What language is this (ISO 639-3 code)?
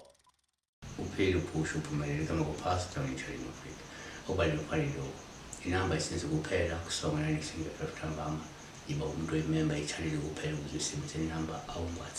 zul